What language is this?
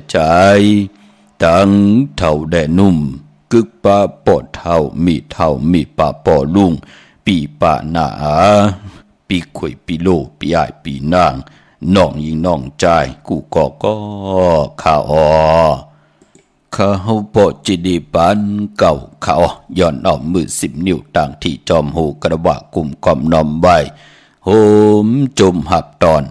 Shan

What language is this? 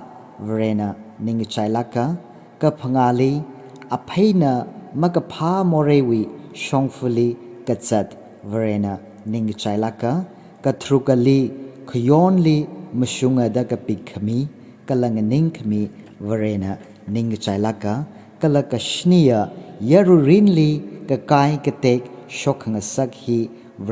Tangkhul Naga (India)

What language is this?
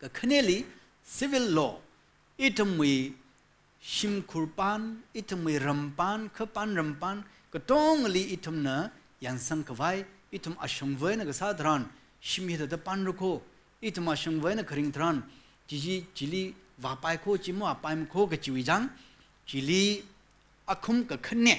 Tangkhul Naga (India)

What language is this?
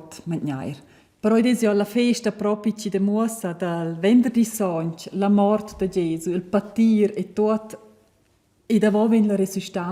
Romansh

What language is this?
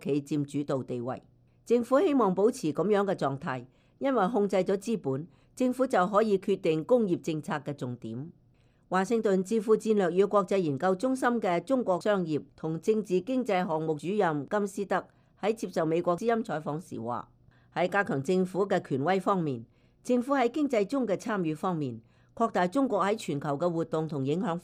Cantonese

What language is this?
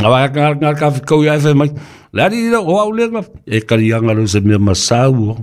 Samoan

